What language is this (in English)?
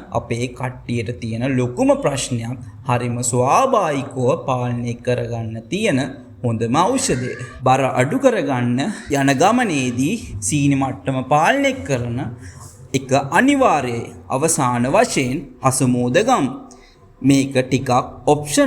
Sinhala